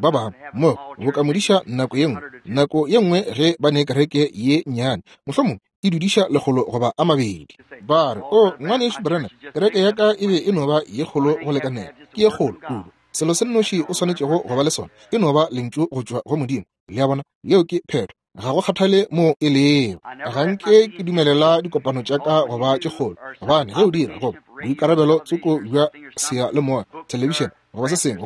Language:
Northern Sotho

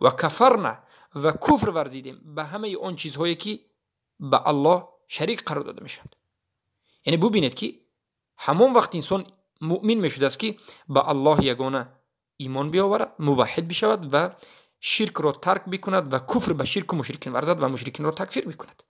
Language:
Tajik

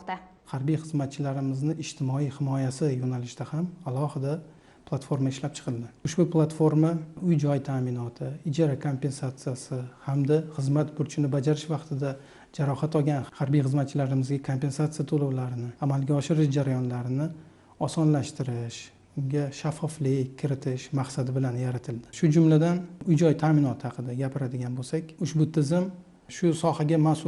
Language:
Uzbek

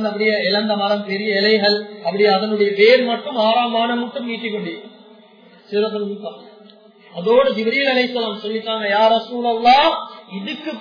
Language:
Tamil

